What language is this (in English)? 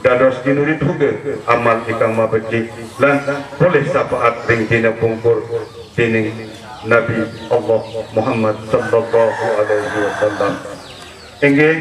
Sasak